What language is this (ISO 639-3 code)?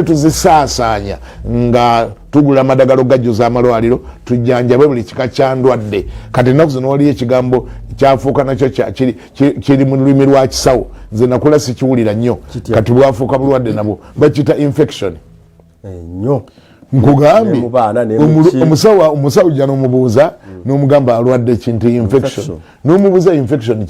lug